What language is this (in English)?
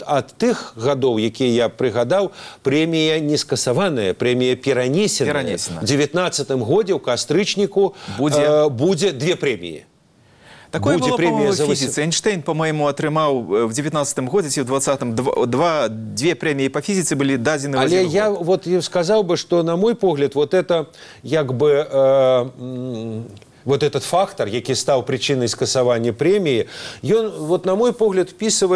Belarusian